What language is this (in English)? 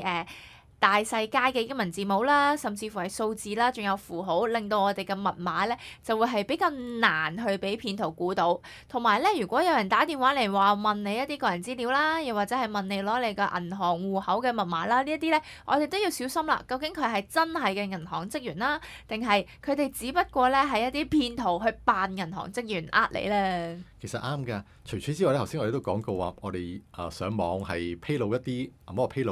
Cantonese